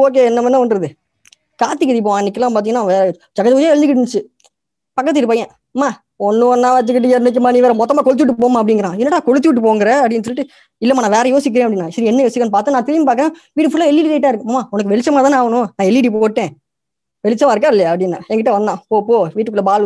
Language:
Tamil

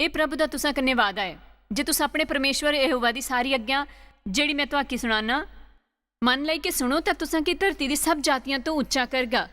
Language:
Dogri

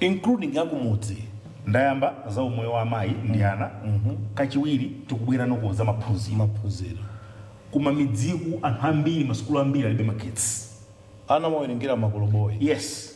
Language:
Nyanja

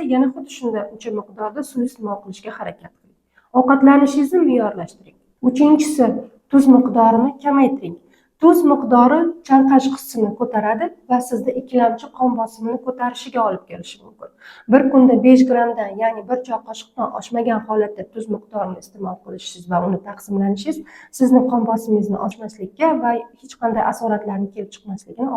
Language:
Uzbek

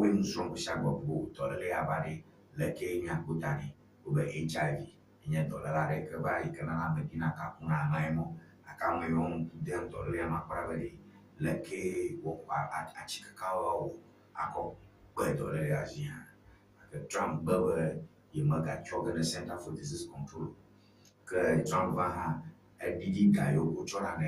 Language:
Ewe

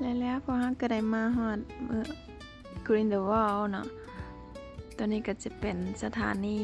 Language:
Lao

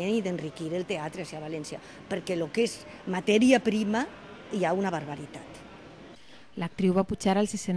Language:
Catalan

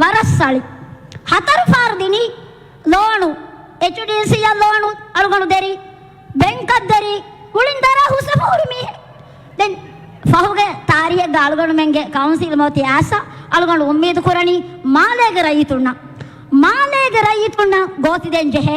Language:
Divehi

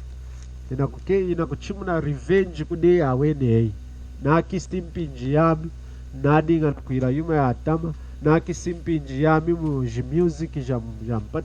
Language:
Lunda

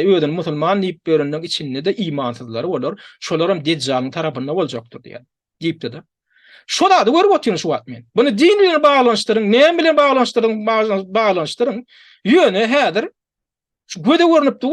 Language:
Turkmen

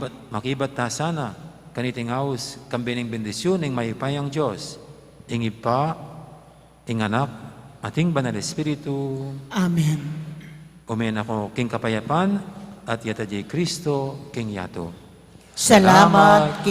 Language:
Pampanga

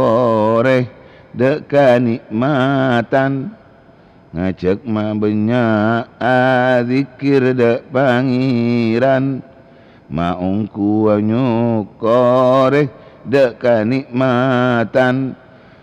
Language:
Madurese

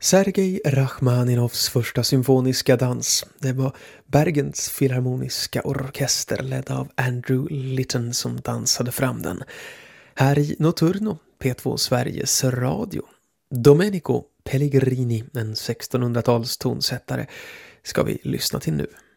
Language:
Swedish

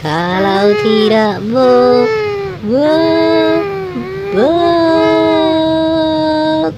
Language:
Batak Toba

